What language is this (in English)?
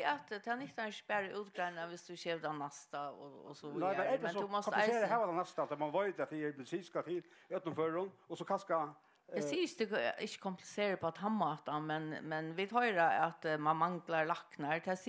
Faroese